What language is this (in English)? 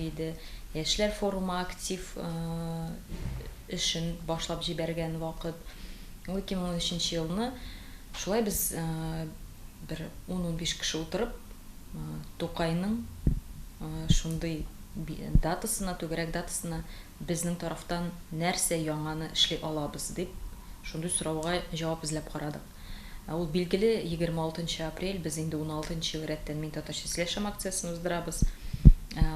Tatar